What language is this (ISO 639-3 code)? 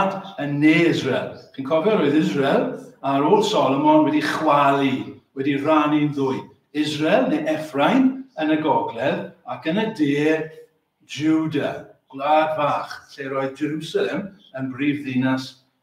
cym